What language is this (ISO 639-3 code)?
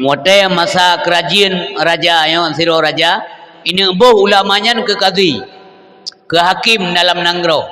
ace